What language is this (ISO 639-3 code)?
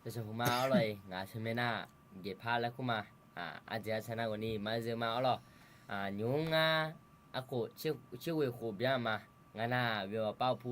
ahk